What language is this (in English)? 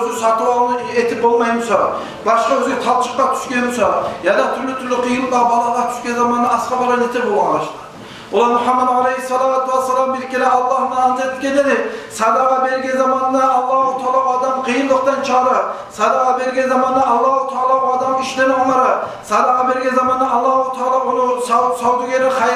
Kumyk